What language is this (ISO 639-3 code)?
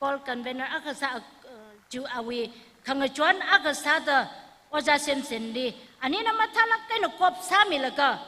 nmf